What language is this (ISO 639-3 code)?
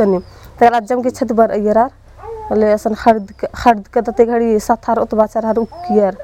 kru